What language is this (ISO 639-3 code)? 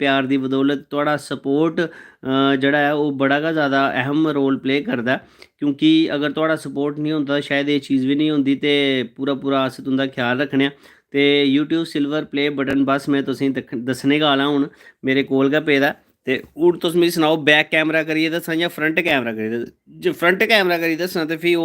doi